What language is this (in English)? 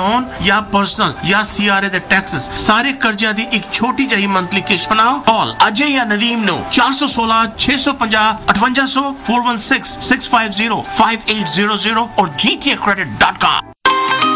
Punjabi